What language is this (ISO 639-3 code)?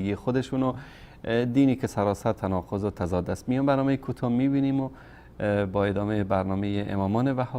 fas